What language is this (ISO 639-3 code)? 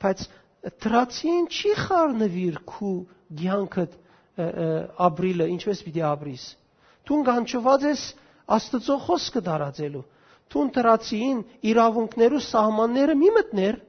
hyw